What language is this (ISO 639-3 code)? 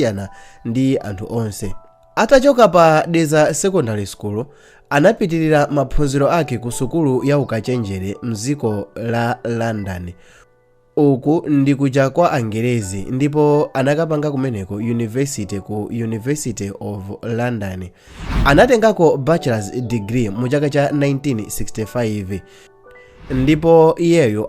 nya